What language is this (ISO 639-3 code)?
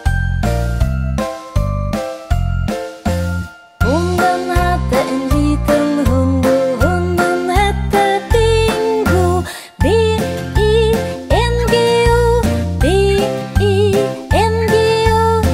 swe